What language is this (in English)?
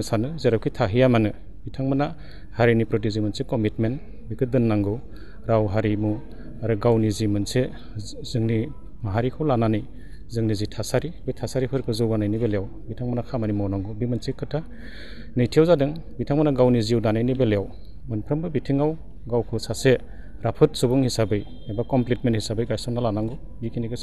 Bodo